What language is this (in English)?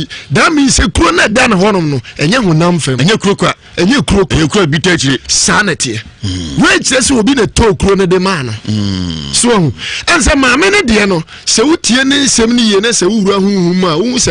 Akan